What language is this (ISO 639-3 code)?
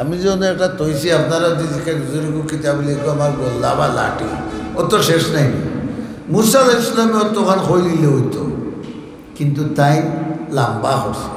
syl